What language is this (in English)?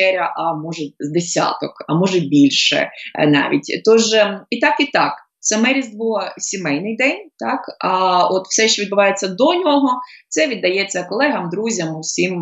Ukrainian